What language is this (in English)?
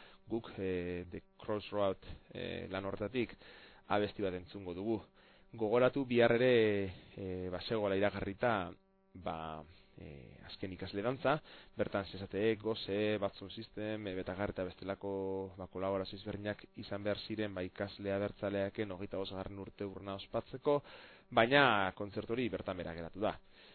Basque